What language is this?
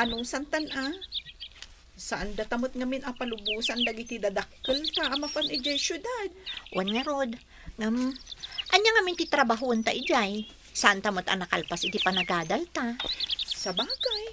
Iloko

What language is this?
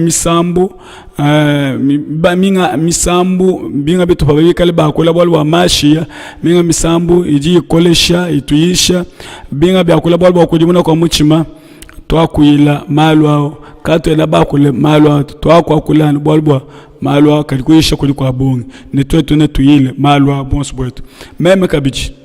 Luba-Lulua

